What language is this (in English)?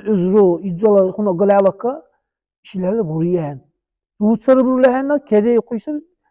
Dargwa